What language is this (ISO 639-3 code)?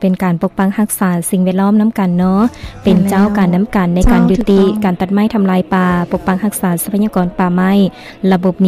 lao